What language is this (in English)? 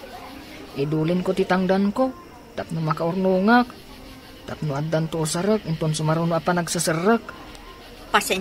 Iloko